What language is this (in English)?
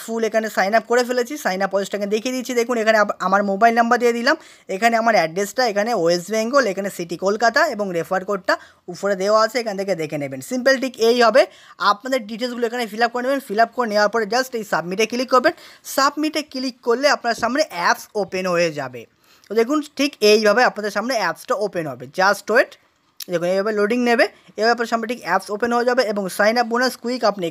Bangla